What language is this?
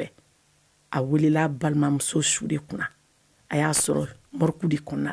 Bambara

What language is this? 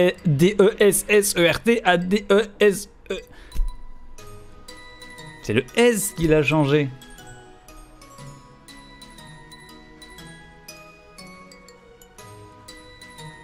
French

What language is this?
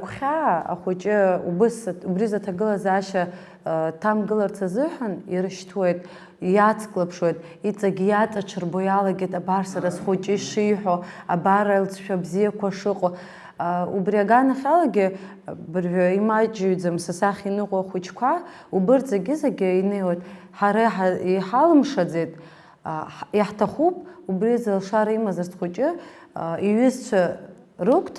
Abkhazian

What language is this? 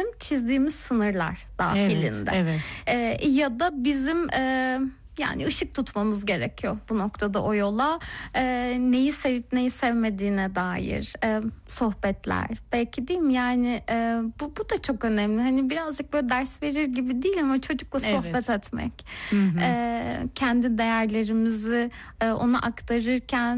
Turkish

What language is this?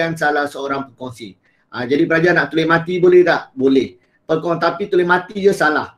Malay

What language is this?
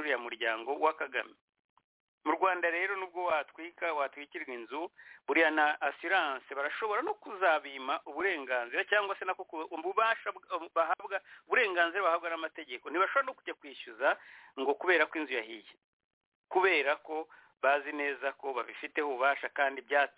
Kinyarwanda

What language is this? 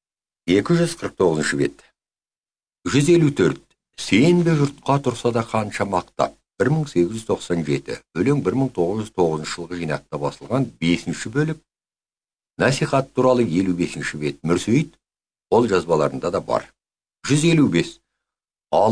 Kazakh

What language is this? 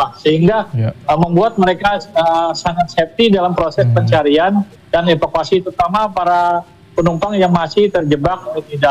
Indonesian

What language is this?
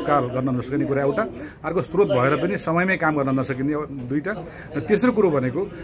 Nepali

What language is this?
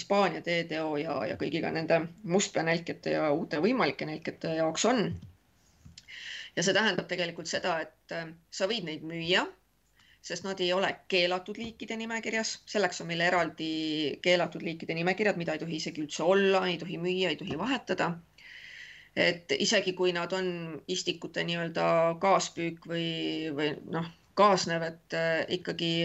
Estonian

